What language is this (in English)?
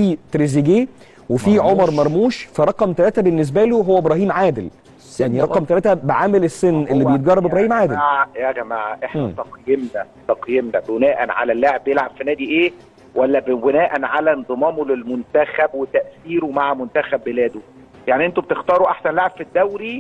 Egyptian Arabic